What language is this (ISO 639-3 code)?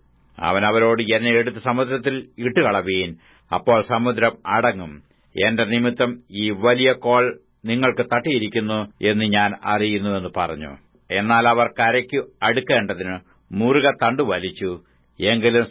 mal